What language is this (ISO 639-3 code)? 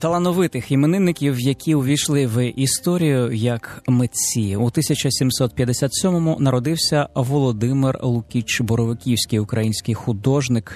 ukr